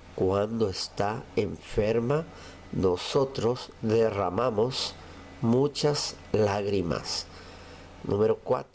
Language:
Guarani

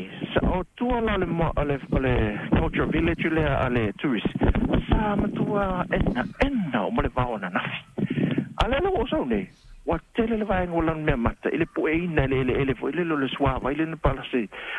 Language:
Samoan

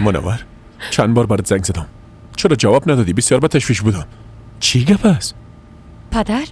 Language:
Persian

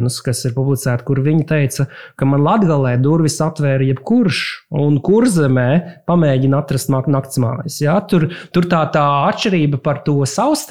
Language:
Latvian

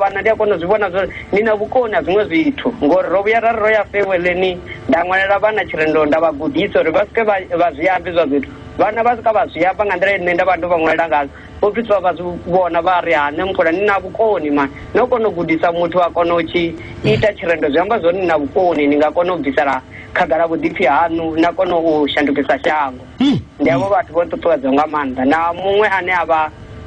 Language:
Venda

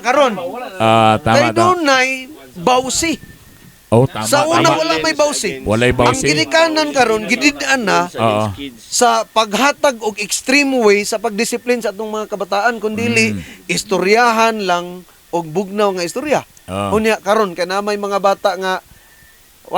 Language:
Cebuano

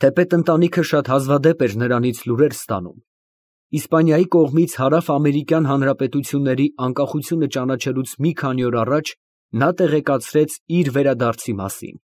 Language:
Armenian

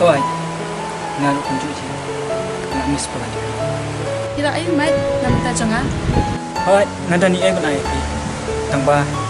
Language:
Khasi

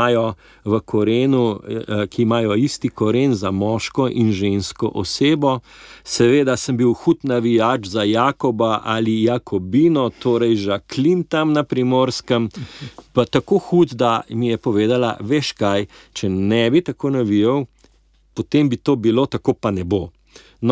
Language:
Slovenian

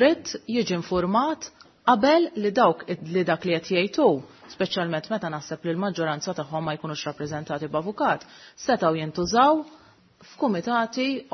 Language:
Maltese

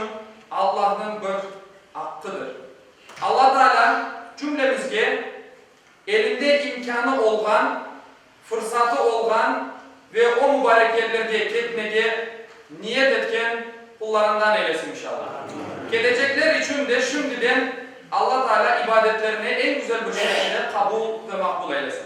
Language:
Crimean Tatar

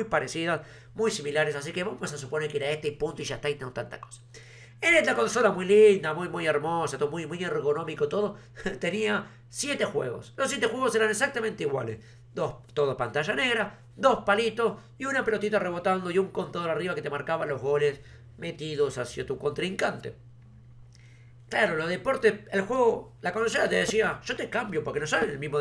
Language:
Spanish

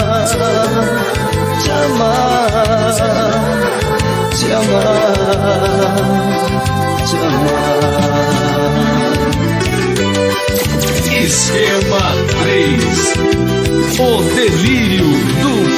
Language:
Portuguese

